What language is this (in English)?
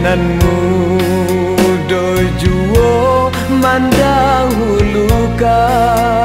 Minangkabau